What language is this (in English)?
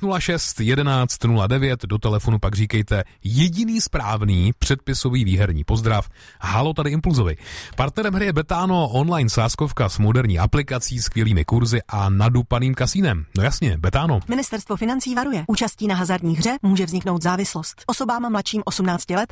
Czech